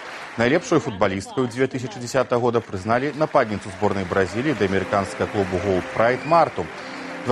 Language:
Belarusian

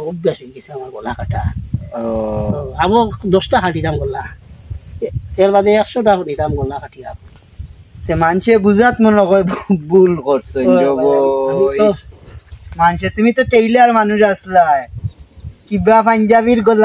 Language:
Sylheti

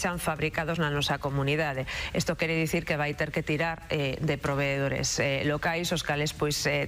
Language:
Galician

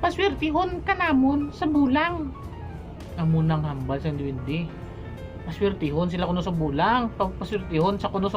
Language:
Hiligaynon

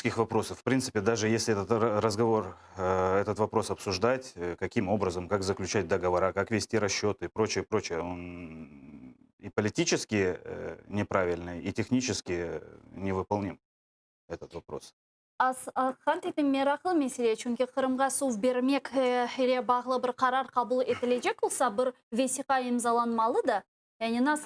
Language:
Crimean Tatar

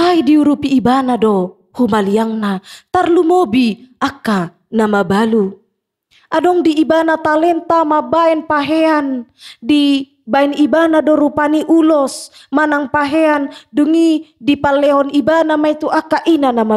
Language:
Batak Toba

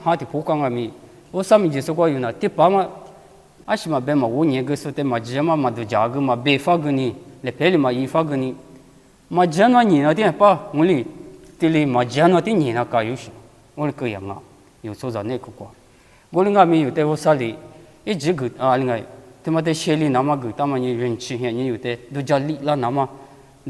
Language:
Lisu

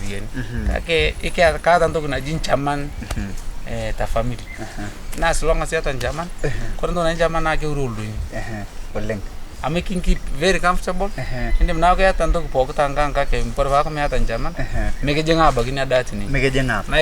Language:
Masai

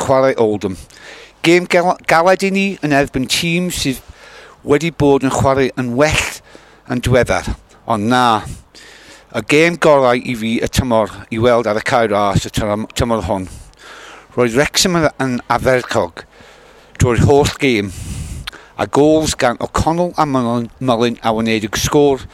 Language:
Welsh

